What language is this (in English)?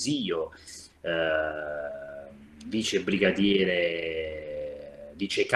Italian